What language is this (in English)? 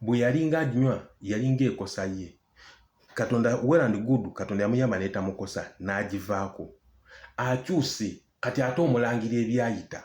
Ganda